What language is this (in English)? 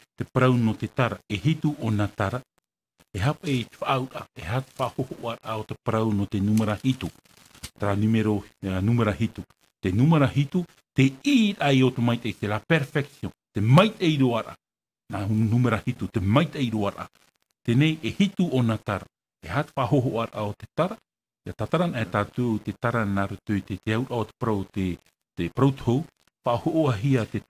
Tahitian